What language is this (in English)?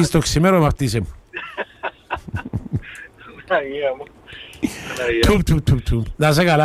Greek